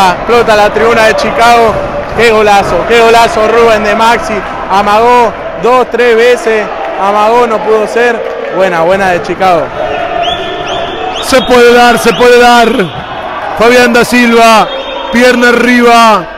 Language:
Spanish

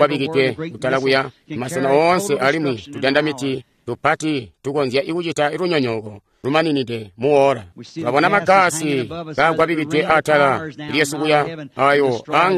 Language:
Tonga (Zambia)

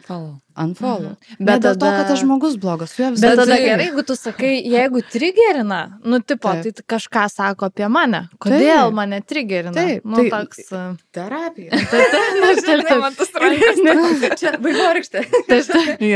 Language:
Lithuanian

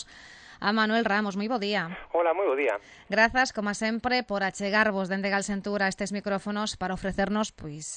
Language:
Galician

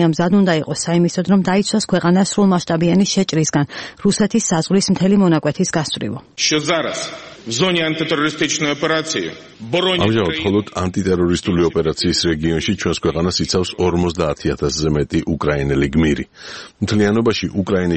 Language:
Georgian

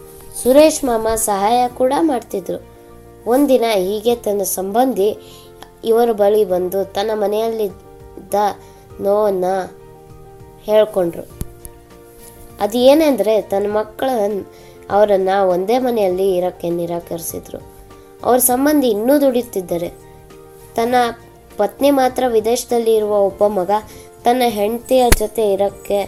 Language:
Kannada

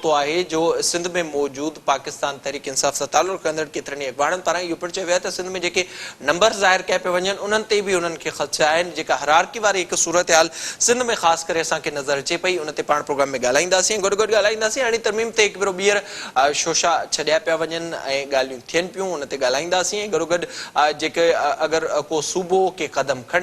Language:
Sindhi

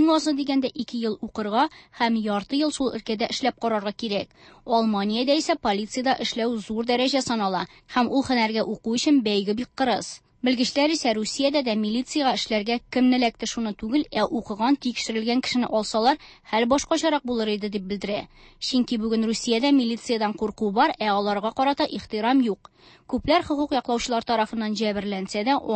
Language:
Tatar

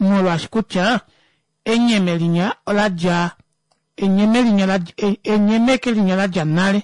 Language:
Kuanyama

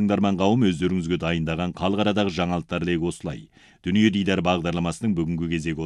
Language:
Kazakh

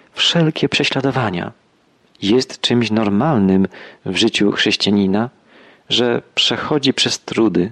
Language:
Polish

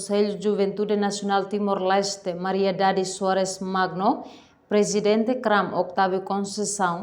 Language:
Tetum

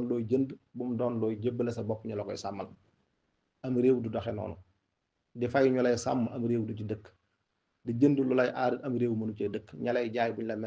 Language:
Wolof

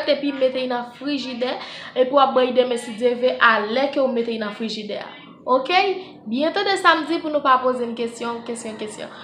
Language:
Haitian Creole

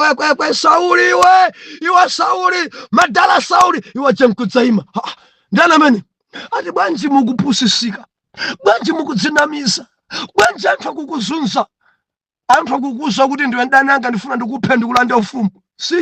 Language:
Nyanja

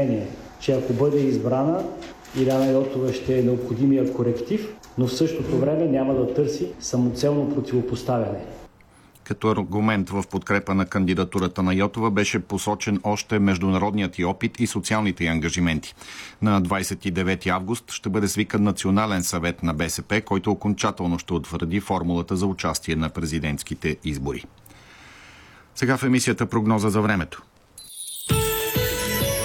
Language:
Bulgarian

